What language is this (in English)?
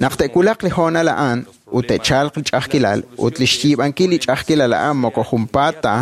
Kekchí